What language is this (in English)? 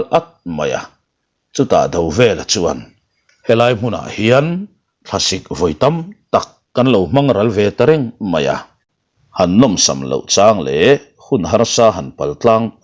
Mizo